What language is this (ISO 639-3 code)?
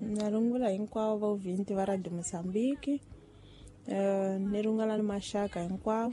tso